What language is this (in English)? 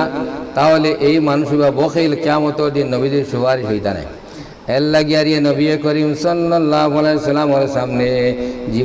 Sylheti